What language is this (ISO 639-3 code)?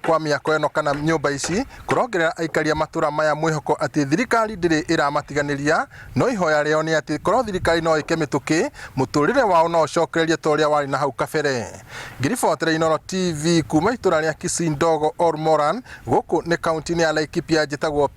kik